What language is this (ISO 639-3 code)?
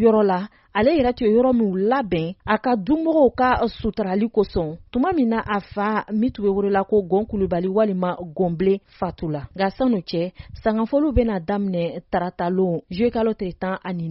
bam